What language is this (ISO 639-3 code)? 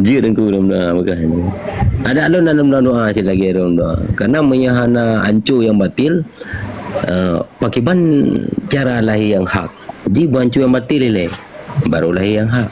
ace